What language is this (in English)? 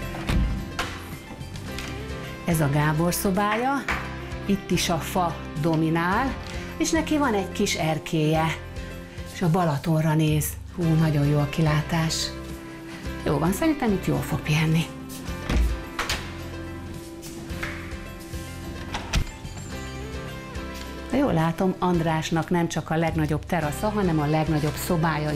Hungarian